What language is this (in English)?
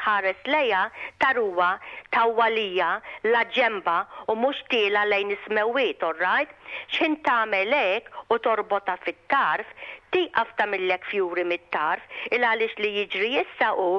Maltese